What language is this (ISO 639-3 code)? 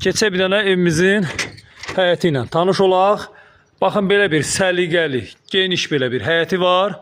aze